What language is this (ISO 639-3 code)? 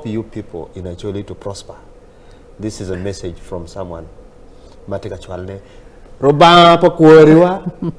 ach